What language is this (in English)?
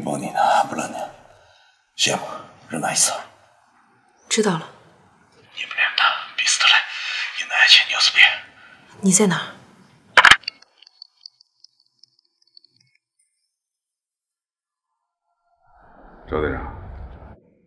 Chinese